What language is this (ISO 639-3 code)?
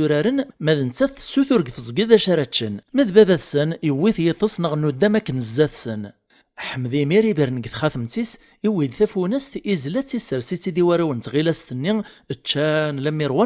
kab